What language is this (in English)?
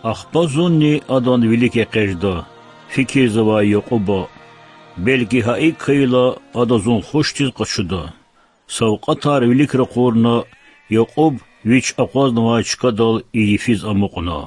Lezghian